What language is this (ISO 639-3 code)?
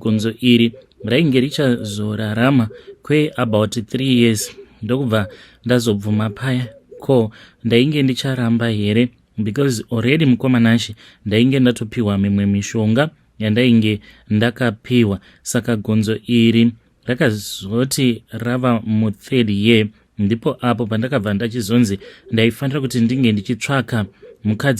sna